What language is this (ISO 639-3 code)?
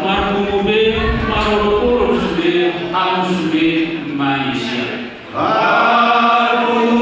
bbc